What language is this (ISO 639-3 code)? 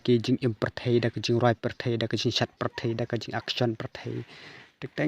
kha